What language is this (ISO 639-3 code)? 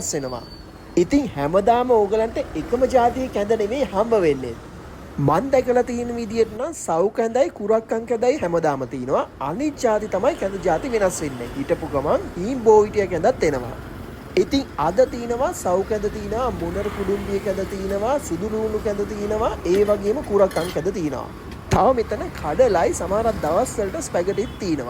sin